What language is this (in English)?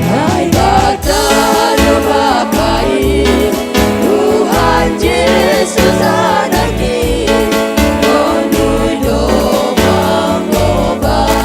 Batak Simalungun